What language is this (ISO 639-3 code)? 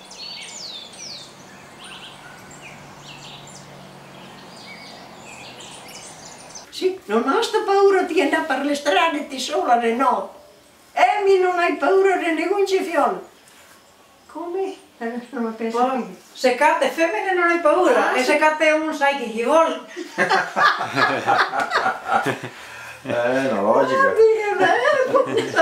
vec